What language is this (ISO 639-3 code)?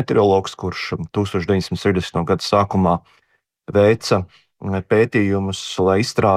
lav